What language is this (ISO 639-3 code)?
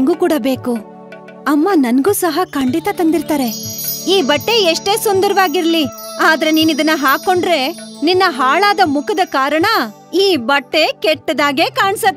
kan